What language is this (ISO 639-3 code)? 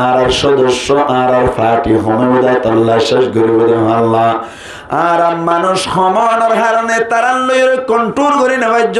rhg